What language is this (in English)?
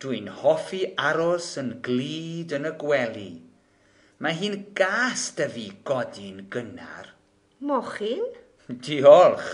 Welsh